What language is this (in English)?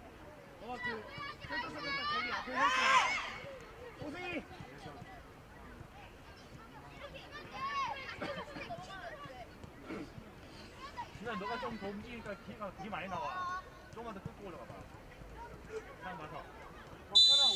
Korean